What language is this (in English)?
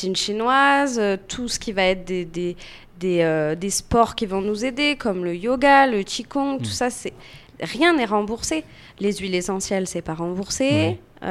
French